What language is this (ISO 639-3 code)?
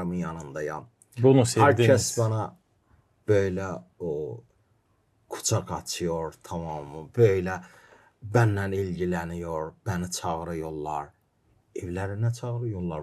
gag